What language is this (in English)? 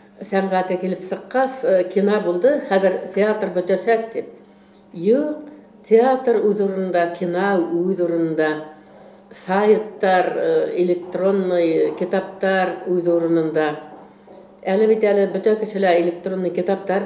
Bashkir